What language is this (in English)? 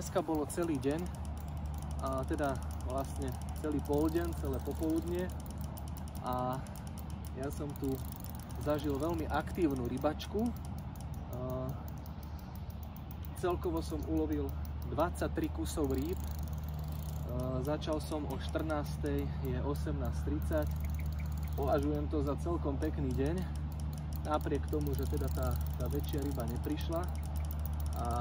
Slovak